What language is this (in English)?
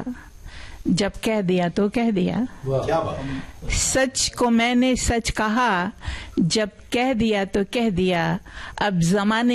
Hindi